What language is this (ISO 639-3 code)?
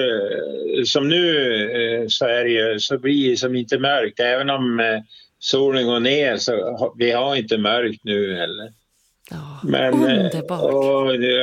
swe